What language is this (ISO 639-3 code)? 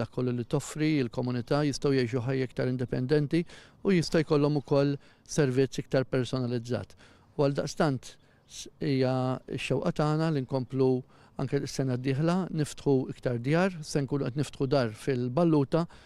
mlt